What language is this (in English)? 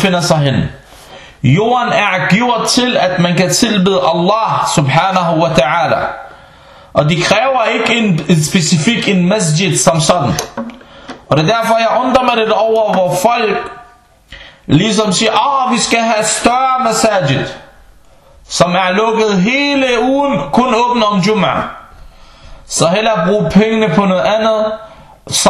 Danish